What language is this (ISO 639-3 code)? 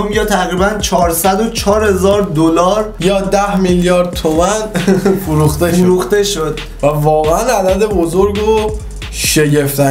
fas